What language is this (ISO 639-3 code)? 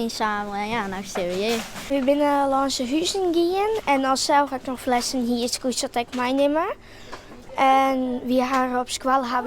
fry